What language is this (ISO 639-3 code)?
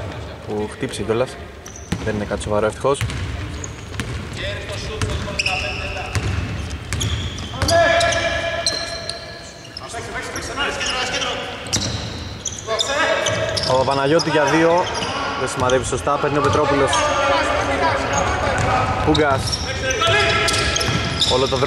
ell